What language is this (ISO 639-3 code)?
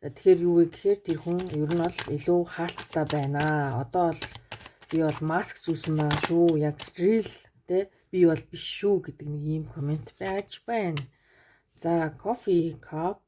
mon